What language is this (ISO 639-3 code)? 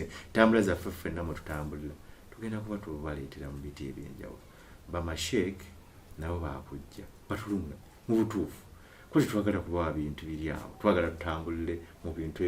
lug